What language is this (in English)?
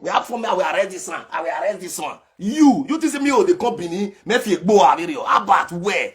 Nigerian Pidgin